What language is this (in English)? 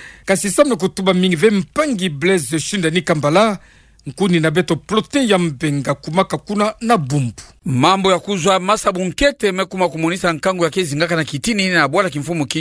Kituba (Democratic Republic of Congo)